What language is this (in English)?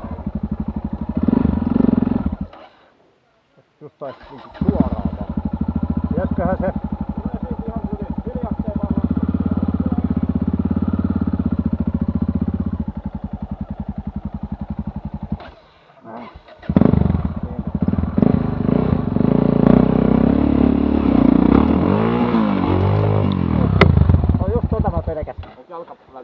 Finnish